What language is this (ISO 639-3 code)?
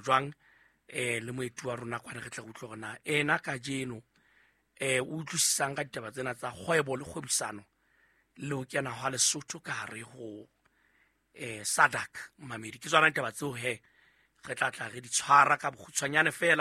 sot